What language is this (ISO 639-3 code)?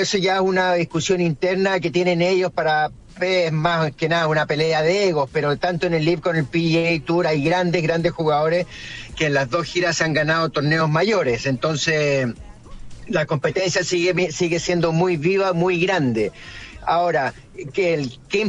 spa